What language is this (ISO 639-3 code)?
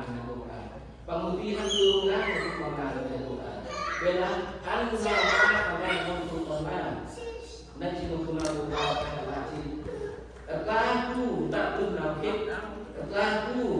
cmo